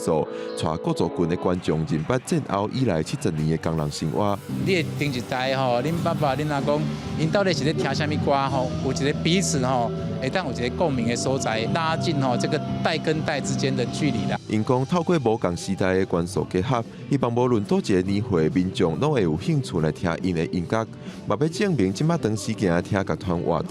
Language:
Min Nan Chinese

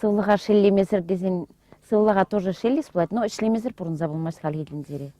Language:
Chuvash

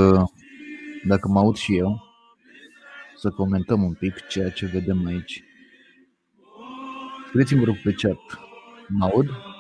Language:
Romanian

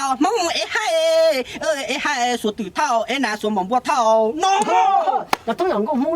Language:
Hmong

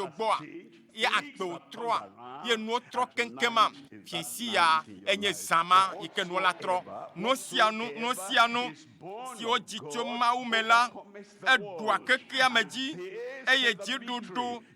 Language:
Ewe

